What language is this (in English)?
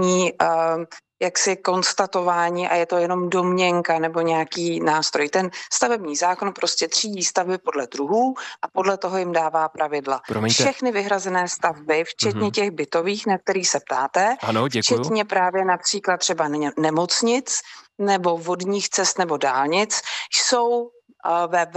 Czech